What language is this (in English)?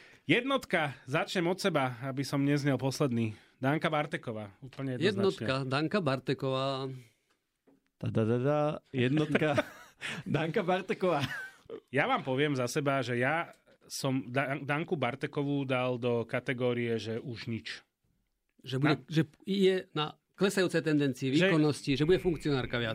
Slovak